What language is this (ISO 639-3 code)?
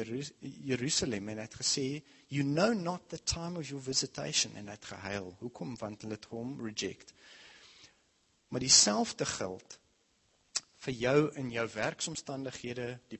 afr